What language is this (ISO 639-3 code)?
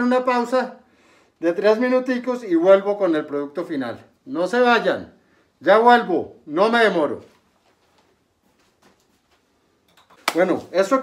spa